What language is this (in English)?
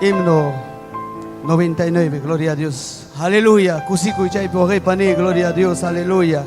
Ayacucho Quechua